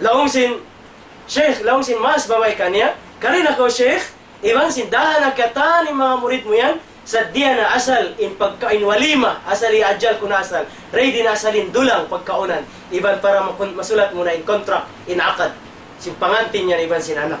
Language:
Tausug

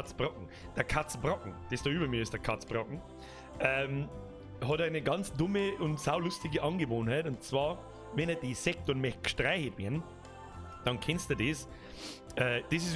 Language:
Bavarian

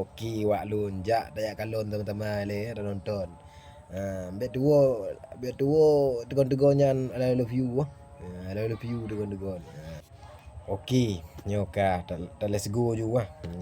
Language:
Achinese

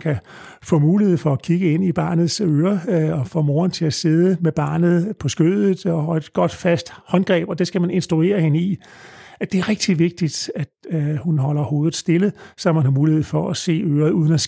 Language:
Danish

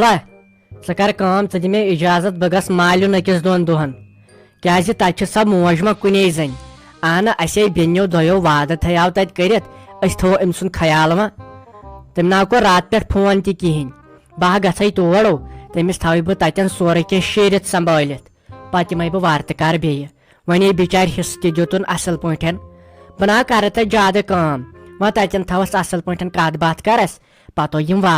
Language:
Kashmiri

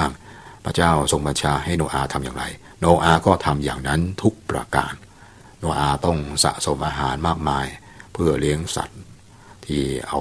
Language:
Thai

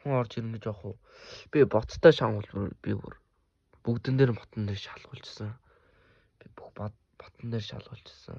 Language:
Mongolian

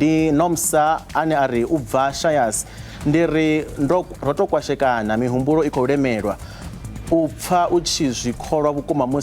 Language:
Venda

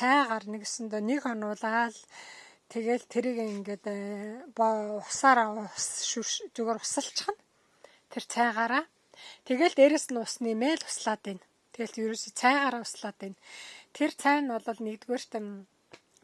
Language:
Mongolian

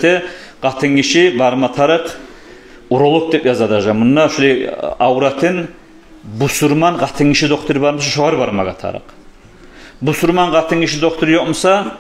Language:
Kumyk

